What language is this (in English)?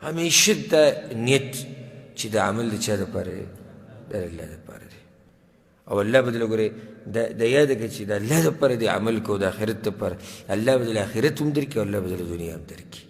Pashto